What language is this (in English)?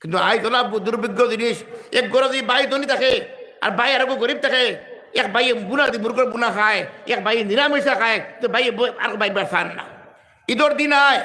Sylheti